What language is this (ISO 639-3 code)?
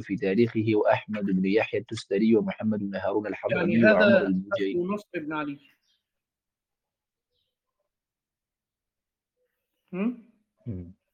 ara